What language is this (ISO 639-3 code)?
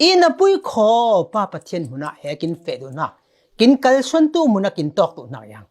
cfm